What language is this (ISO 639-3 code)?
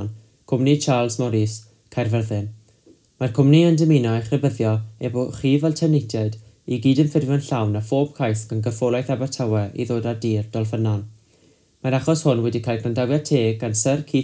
cym